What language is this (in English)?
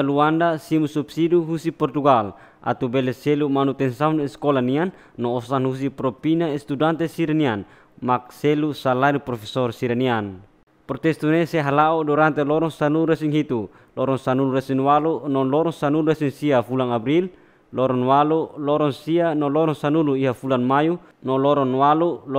Tetum